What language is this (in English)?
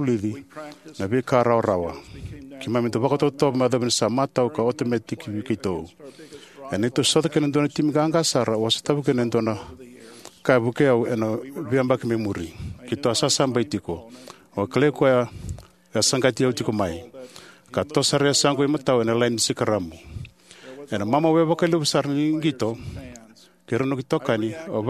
Fijian